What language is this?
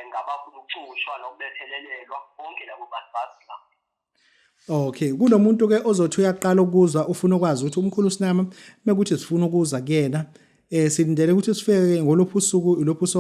Zulu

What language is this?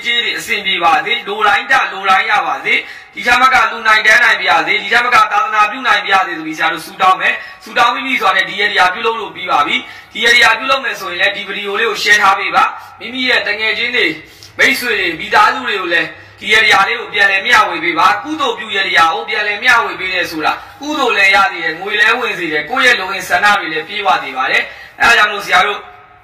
Burmese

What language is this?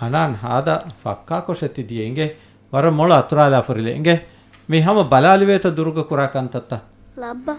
Divehi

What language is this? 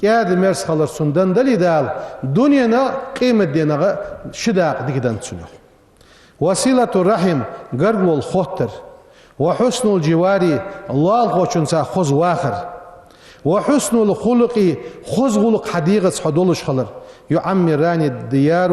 Ingush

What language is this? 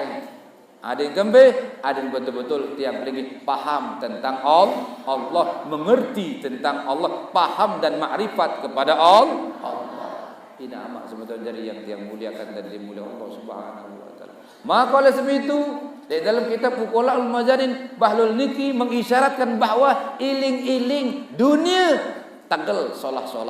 Sasak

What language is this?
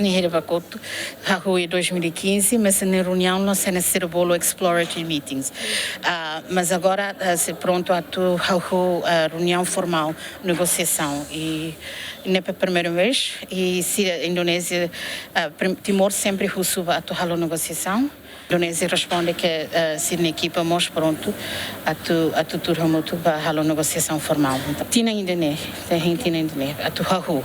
Tetum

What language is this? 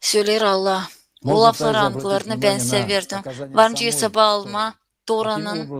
Gagauz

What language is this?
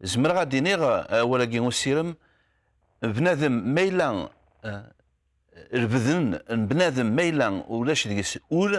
Kabyle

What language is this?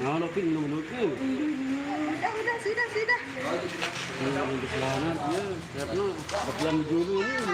Sasak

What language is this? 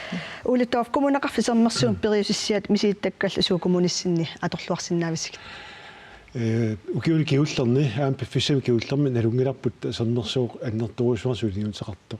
Kalaallisut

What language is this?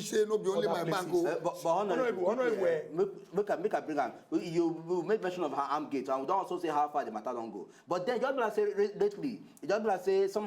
Nigerian Pidgin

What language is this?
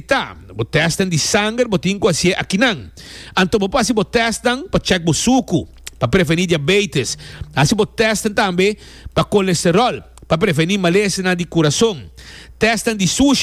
Papiamento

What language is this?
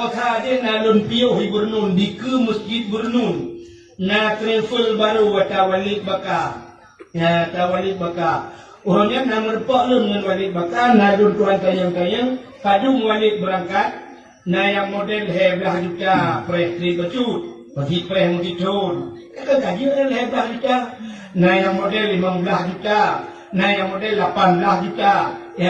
Achinese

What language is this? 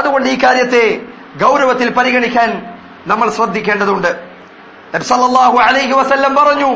Malayalam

